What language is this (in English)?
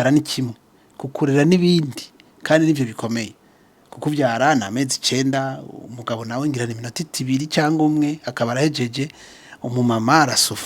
Rundi